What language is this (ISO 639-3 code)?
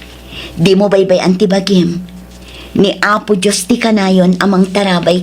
ilo